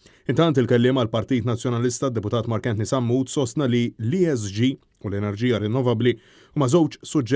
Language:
Maltese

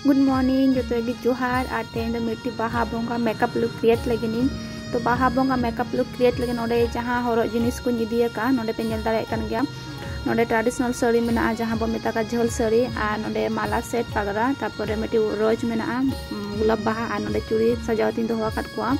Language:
Santali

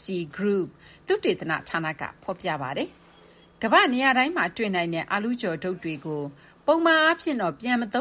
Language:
Burmese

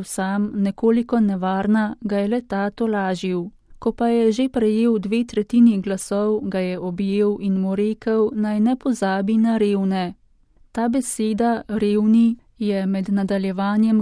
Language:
Slovenian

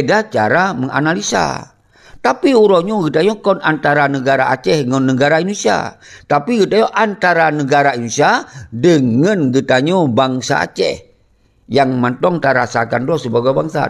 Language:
Achinese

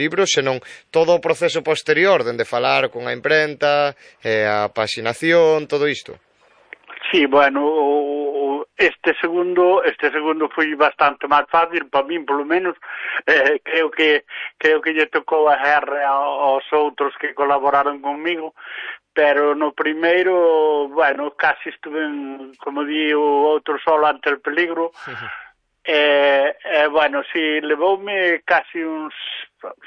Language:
Galician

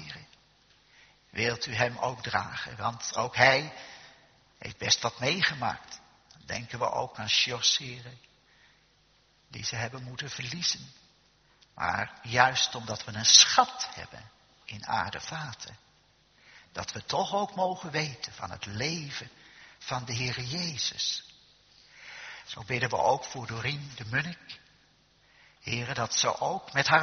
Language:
Dutch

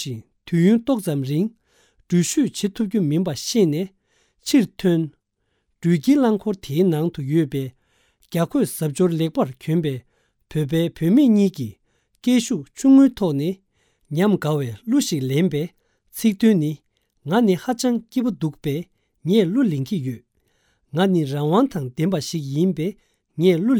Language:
Tibetan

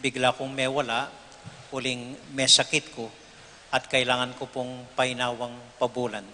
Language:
Pampanga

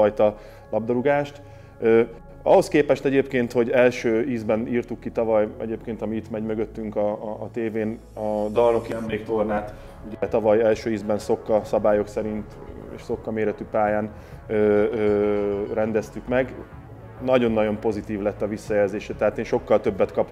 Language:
Hungarian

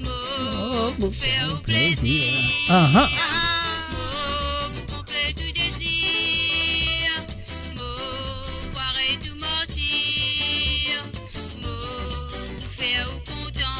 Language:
Morisyen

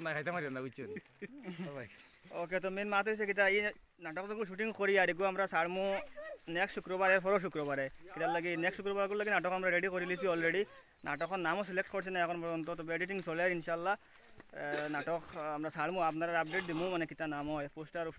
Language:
Sylheti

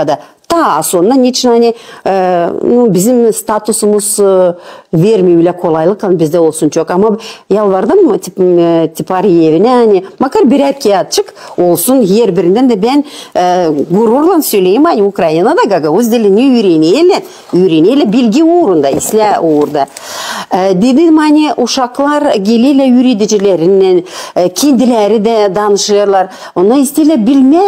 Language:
Gagauz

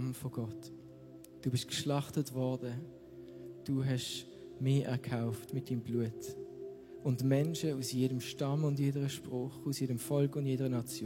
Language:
Swiss German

